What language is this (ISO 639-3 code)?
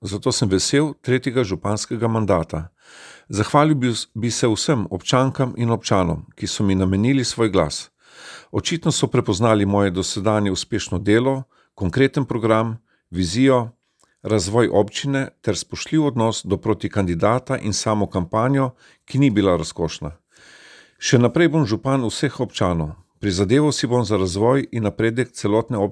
slv